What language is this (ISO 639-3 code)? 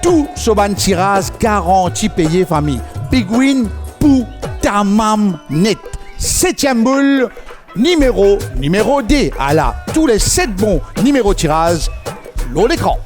mfe